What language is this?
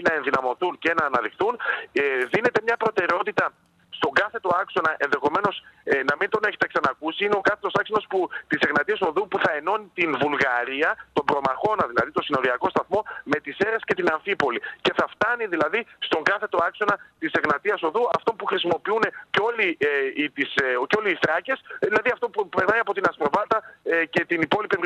Greek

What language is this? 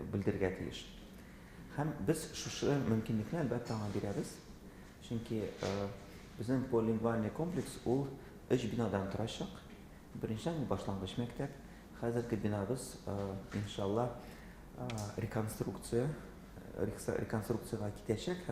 Tatar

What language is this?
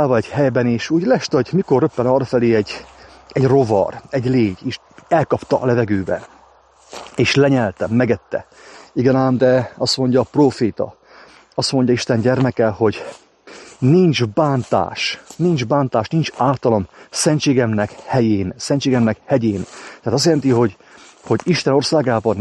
Hungarian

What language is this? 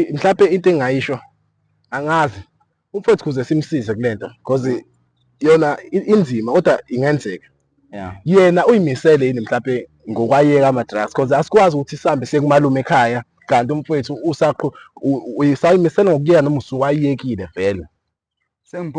Zulu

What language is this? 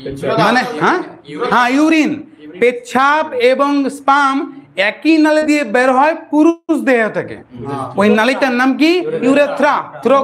Bangla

